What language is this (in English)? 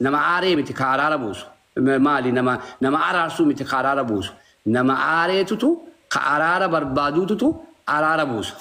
Oromo